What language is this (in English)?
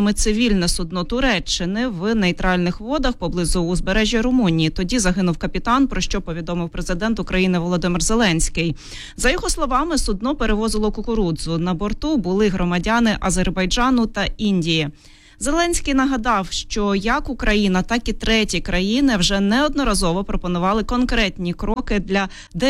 Ukrainian